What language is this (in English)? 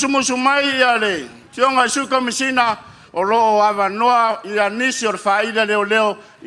Samoan